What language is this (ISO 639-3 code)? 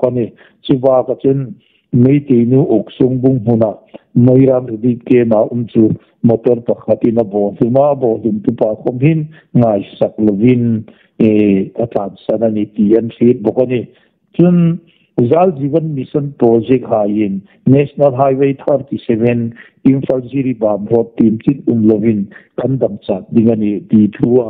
hmr